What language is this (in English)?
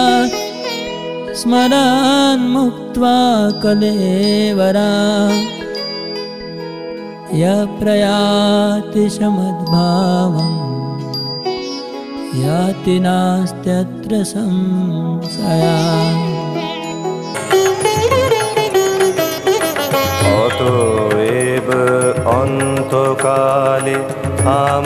Bangla